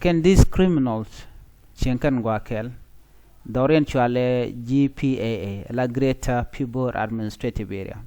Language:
Nuer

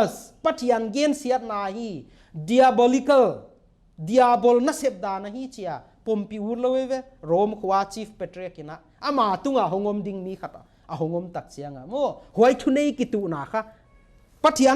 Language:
Paite Chin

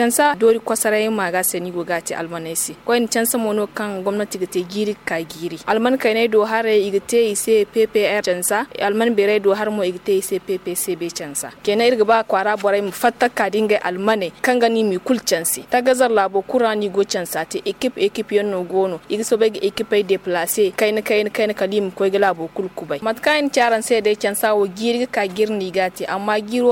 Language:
Zarma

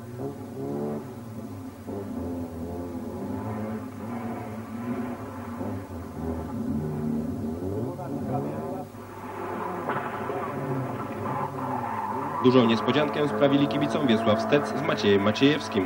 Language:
Polish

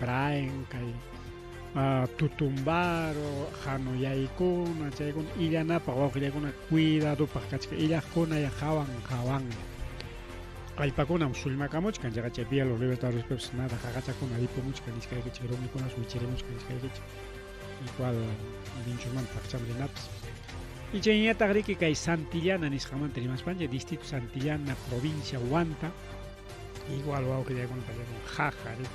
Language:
Ayacucho Quechua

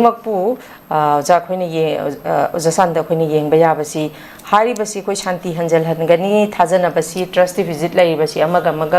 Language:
Manipuri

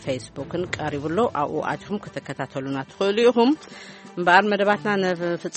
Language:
Tigrinya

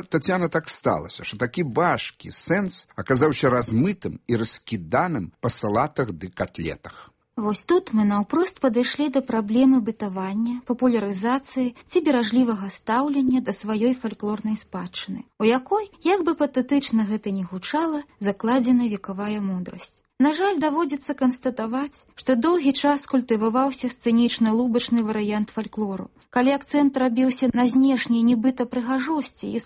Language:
Belarusian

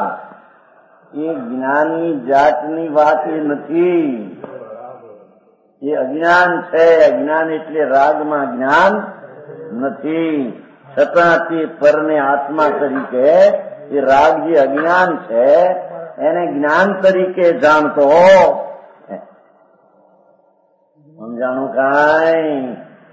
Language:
Gujarati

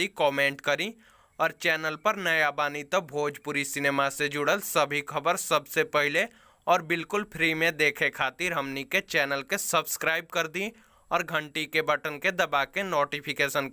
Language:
Bhojpuri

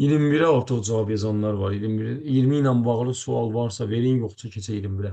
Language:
Azerbaijani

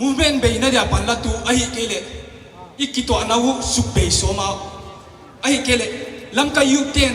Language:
Tedim Chin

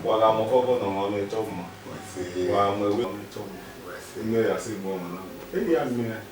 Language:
Bini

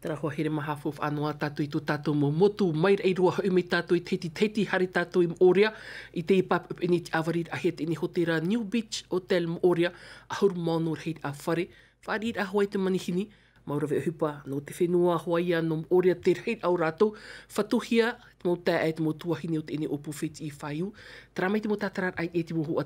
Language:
Tahitian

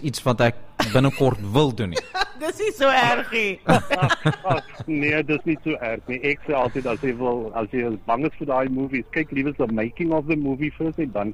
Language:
Afrikaans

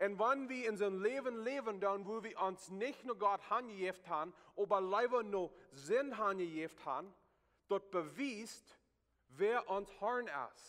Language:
Plautdietsch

